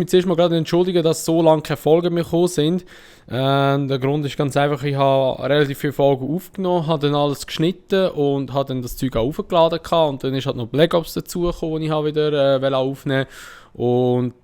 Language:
Swiss German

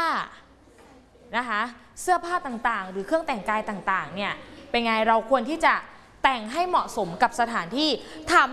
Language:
Thai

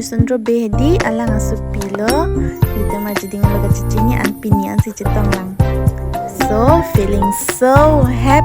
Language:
Karbi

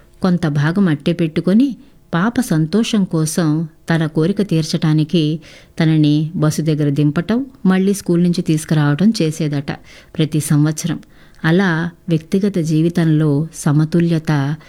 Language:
Telugu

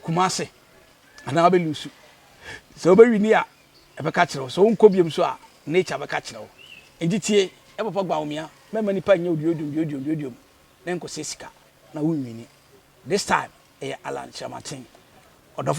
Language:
Akan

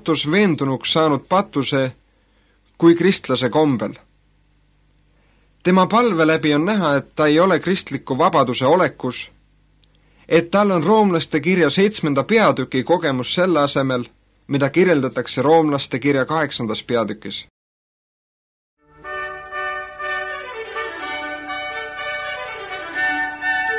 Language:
Estonian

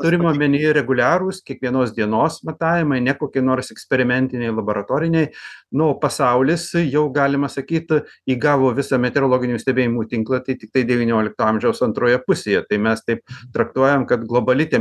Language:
Lithuanian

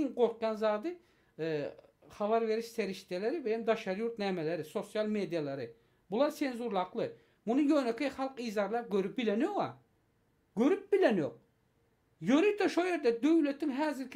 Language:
Turkmen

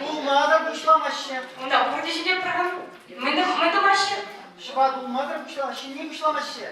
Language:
Chuvash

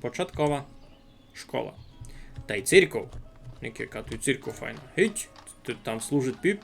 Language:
Rusyn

